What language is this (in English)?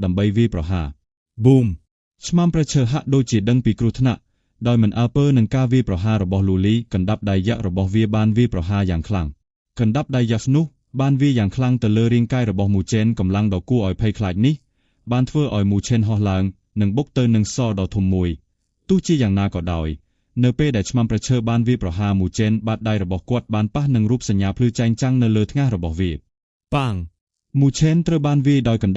Khmer